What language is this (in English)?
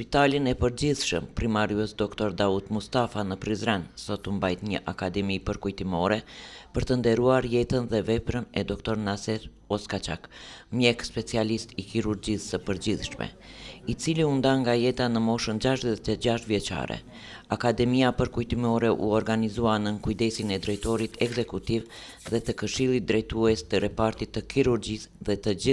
Albanian